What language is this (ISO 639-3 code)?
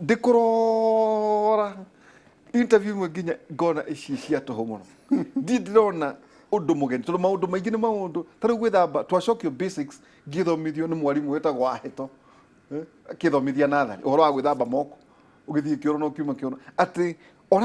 kik